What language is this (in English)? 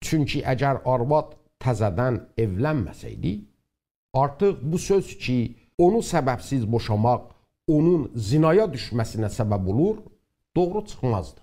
South Azerbaijani